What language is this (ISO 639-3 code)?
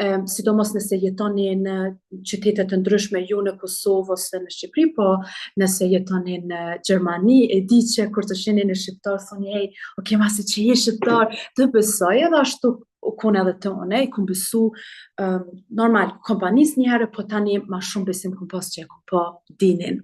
sqi